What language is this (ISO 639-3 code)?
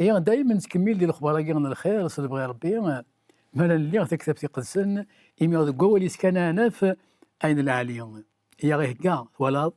kab